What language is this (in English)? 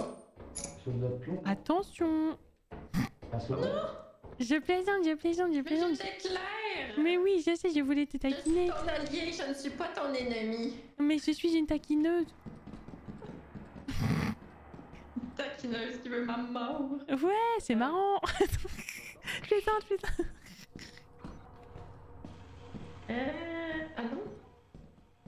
French